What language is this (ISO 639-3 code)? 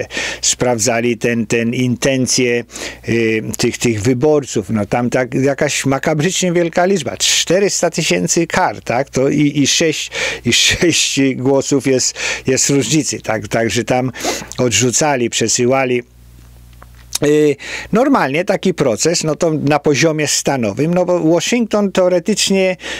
pol